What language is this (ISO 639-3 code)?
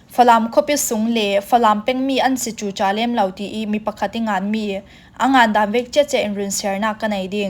cfm